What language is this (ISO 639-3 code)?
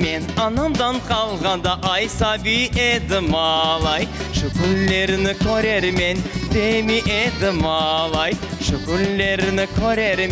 crh